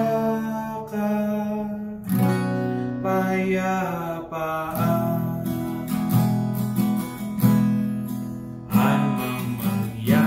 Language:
Filipino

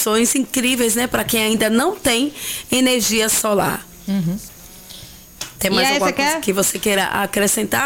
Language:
Portuguese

